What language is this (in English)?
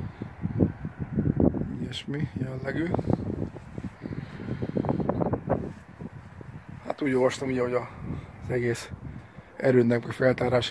Hungarian